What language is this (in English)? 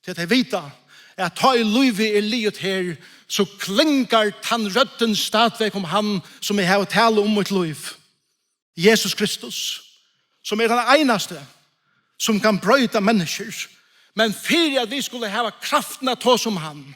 Faroese